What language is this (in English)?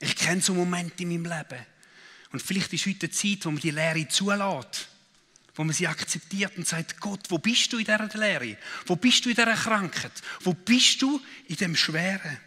Swiss German